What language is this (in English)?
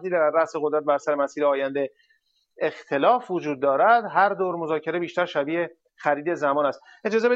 Persian